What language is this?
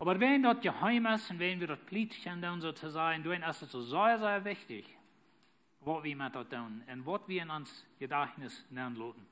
Plautdietsch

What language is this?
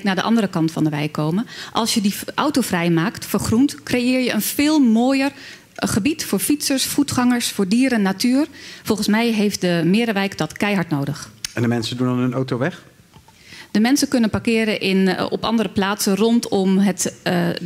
Dutch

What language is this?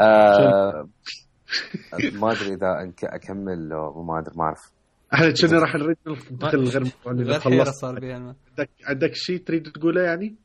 Mesopotamian Arabic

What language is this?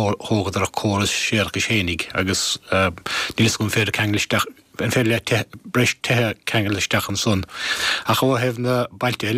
Irish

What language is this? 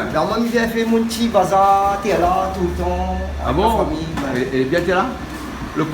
Réunion Creole French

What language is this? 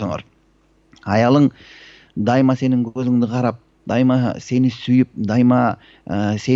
Kyrgyz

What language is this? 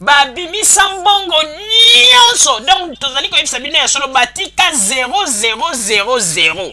Lingala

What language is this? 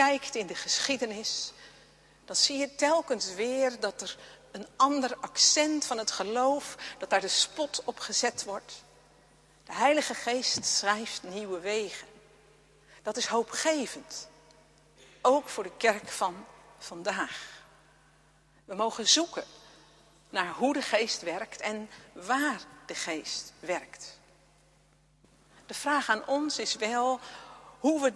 Dutch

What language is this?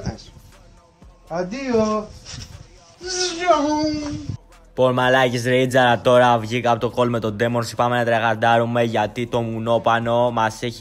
Greek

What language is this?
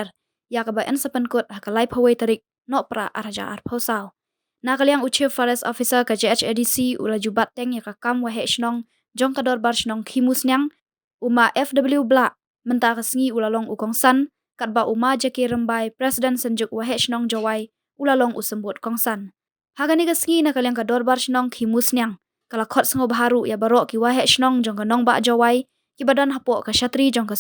Khasi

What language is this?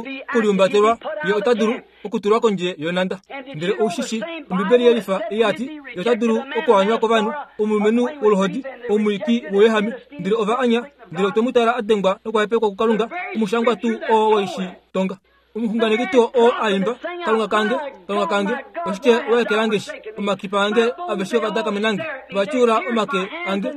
Kuanyama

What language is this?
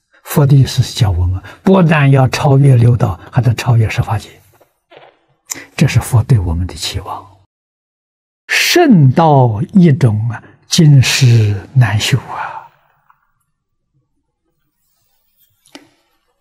Chinese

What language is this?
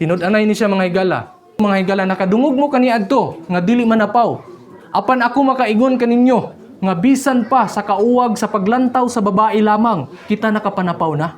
Cebuano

